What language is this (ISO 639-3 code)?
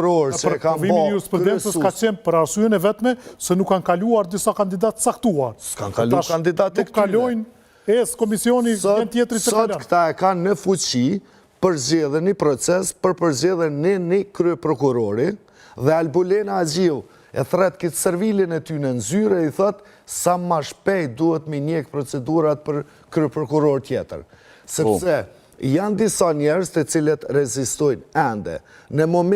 sqi